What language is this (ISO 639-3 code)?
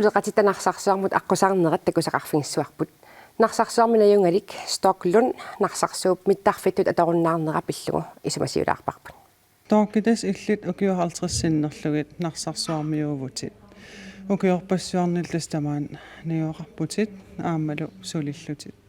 kal